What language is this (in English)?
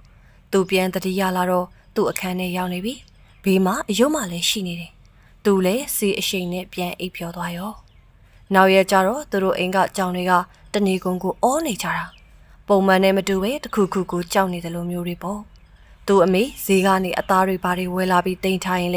Burmese